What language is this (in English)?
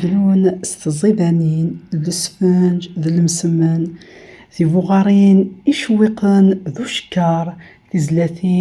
Kabyle